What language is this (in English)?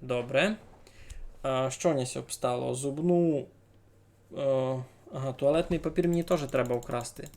Rusyn